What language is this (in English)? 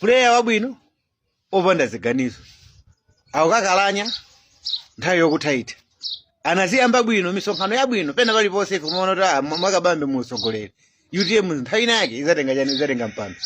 Nyanja